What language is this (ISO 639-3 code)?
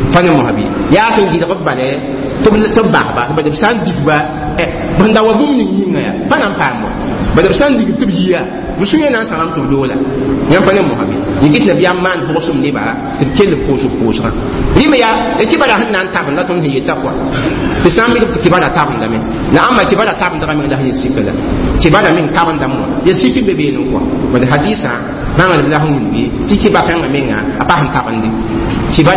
mos